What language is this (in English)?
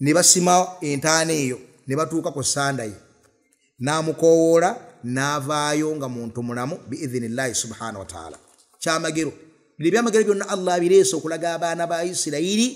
Ganda